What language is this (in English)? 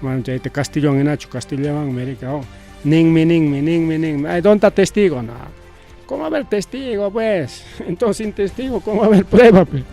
Ayacucho Quechua